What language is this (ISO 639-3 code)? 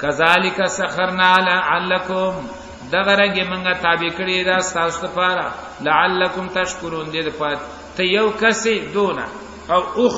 pus